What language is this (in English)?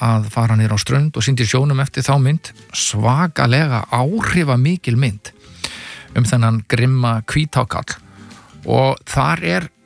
Icelandic